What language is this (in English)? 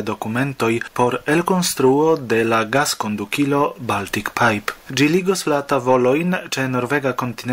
Esperanto